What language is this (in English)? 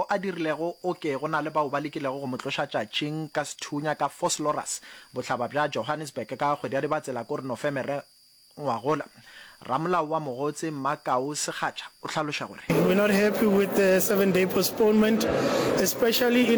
Northern Sotho